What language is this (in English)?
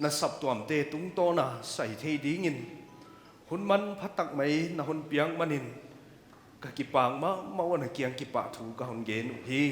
Paite Chin